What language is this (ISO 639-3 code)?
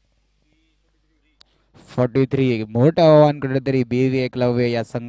mar